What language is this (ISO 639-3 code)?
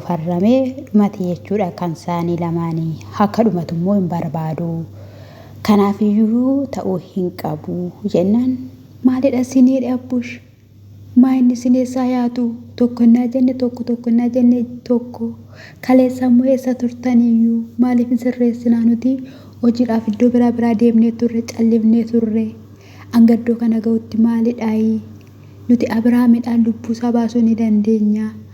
orm